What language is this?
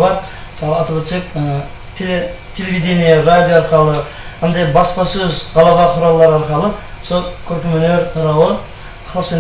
Kara-Kalpak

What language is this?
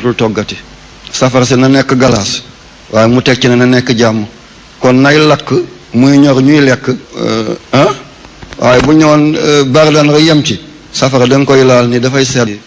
Wolof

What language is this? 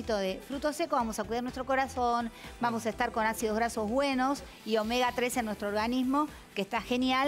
Spanish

